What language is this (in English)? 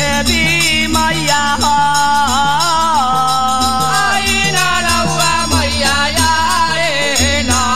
Bhojpuri